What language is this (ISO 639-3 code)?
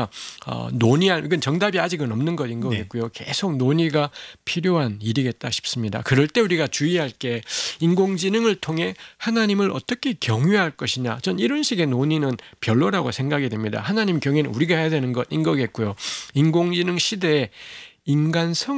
kor